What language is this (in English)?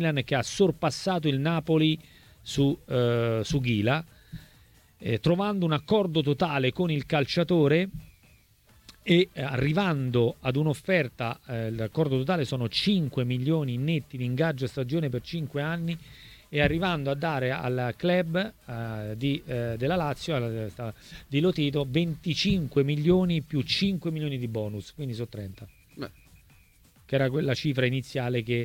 Italian